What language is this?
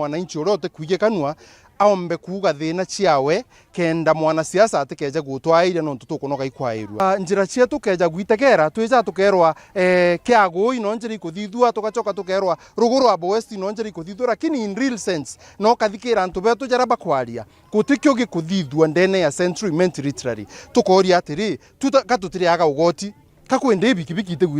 Meru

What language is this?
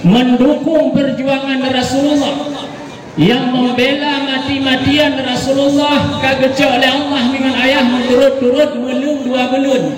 Achinese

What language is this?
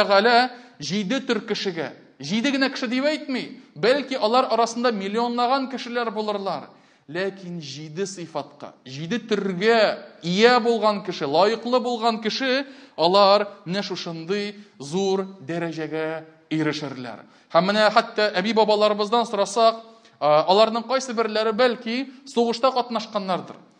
Tatar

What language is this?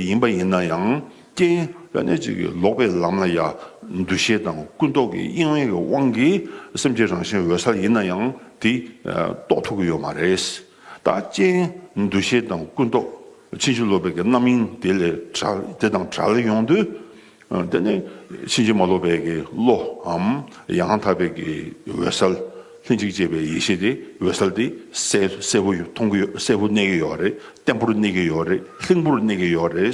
Tibetan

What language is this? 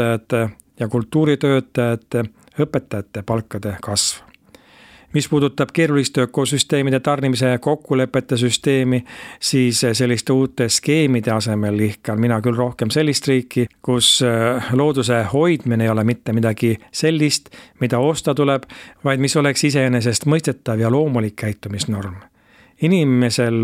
Estonian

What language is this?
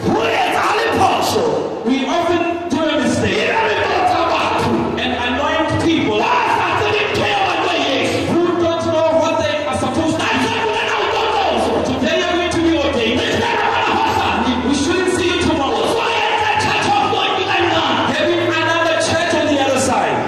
Southern Sotho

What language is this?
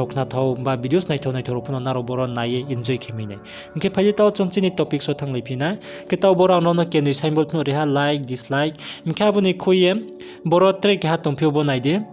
Riang (India)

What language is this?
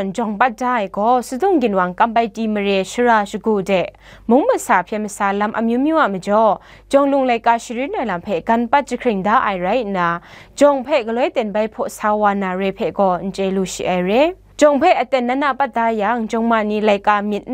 Kachin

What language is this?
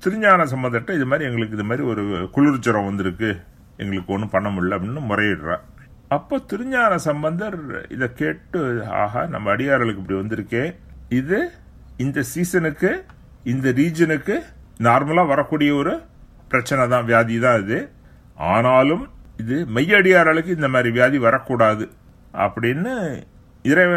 Tamil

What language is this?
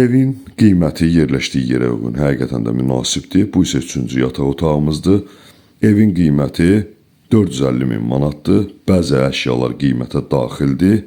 Azerbaijani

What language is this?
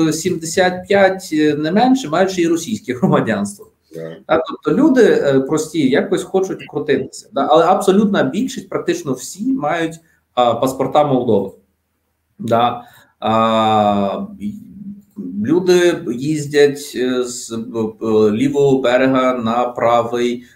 Ukrainian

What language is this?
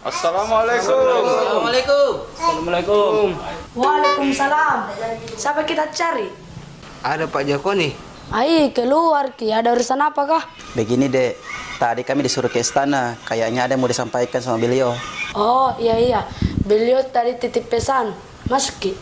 Makassar Malay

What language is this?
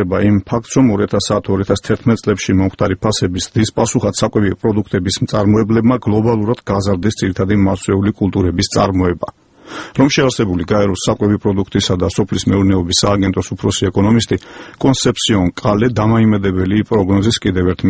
Georgian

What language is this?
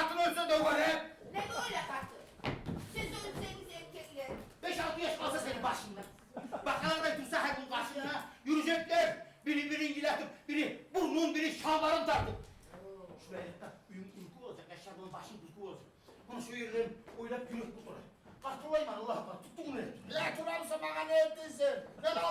Kumyk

